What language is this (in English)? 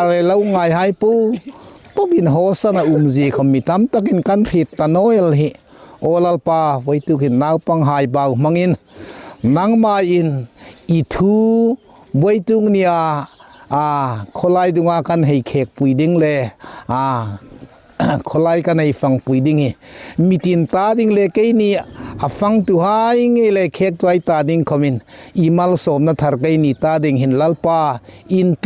Hmar